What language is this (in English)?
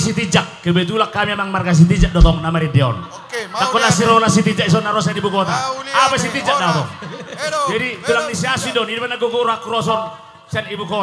Batak Toba